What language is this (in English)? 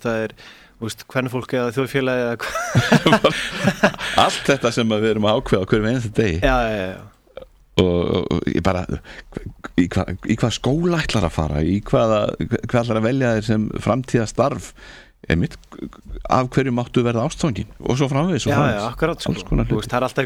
Icelandic